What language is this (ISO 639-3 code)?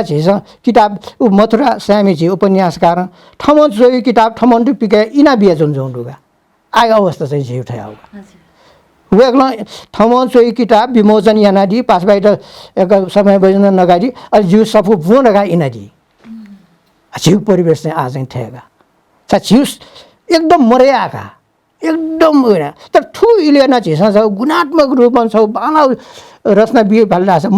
new